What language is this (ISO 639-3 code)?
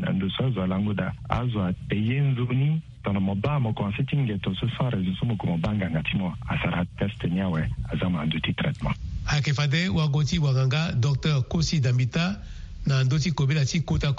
sag